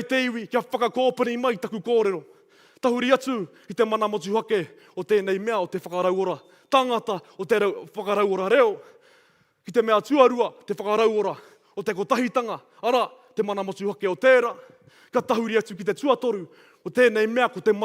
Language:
Māori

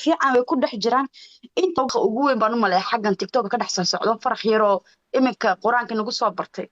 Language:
Somali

